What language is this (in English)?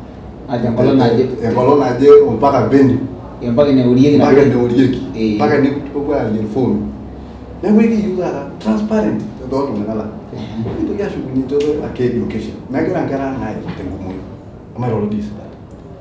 Masai